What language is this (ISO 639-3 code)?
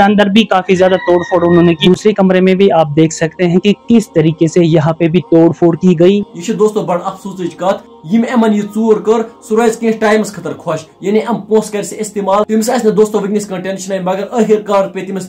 kas